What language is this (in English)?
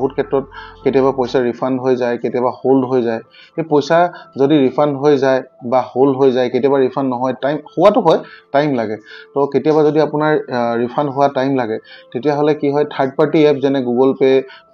Assamese